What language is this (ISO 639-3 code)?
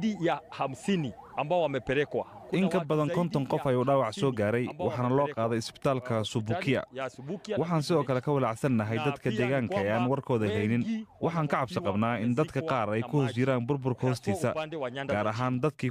som